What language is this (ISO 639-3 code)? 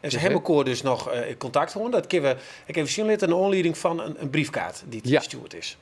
fry